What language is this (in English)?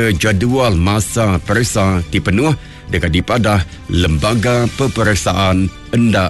Malay